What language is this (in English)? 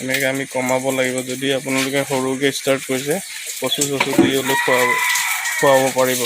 Assamese